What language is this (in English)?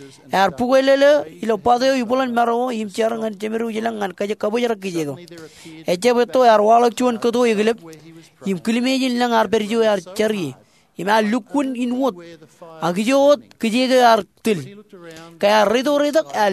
Marshallese